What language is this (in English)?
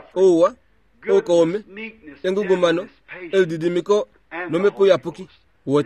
Kuanyama